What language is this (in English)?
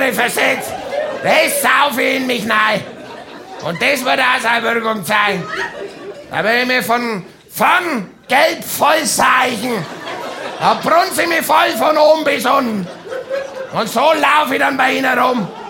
German